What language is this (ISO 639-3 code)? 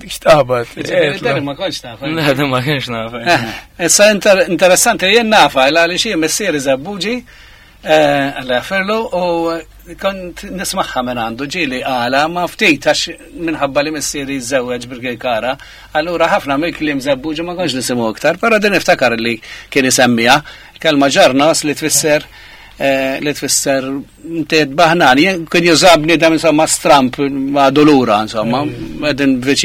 mlt